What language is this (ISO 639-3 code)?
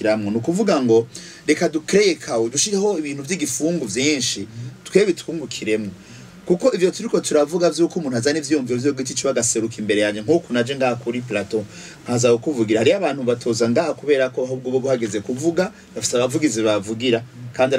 run